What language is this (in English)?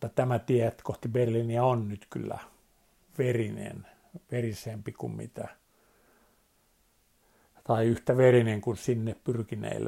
Finnish